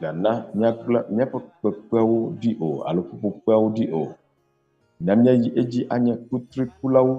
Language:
Ewe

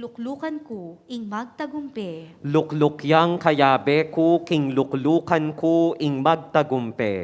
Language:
Pampanga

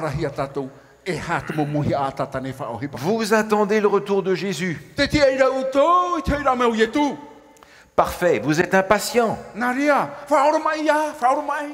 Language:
Tahitian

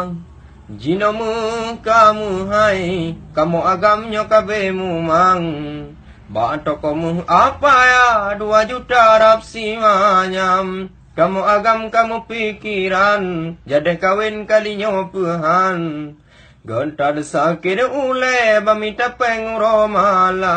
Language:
Achinese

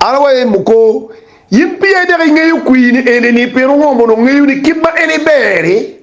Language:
Acoli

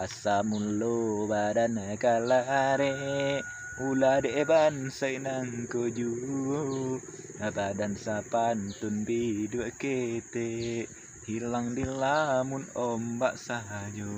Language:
Minangkabau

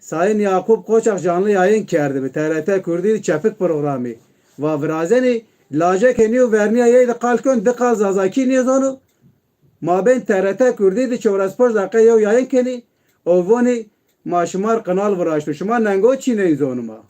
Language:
Zaza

